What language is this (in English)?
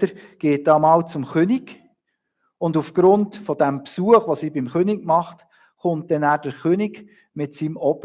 Swiss German